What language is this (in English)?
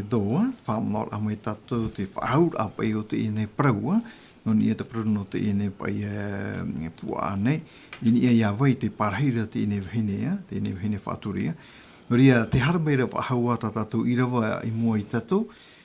Tahitian